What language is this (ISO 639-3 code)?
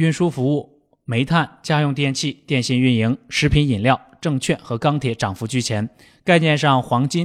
zho